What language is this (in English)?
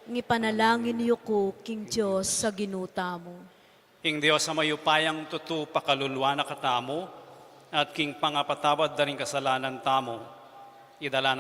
Pampanga